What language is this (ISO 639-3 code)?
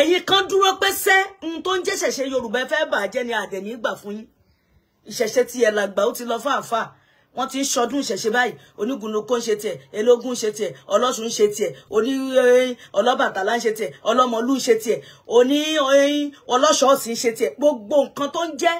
yor